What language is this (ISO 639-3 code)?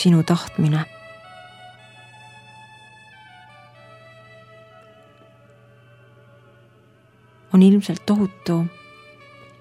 est